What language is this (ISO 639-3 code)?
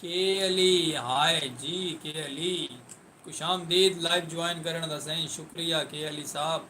skr